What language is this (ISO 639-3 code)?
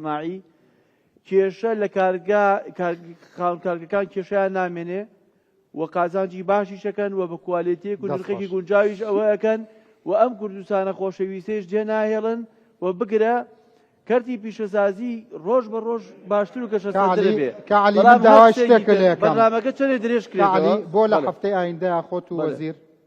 ckb